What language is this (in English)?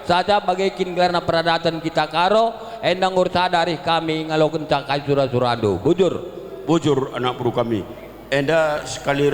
Batak Karo